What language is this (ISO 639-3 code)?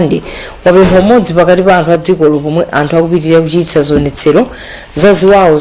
nya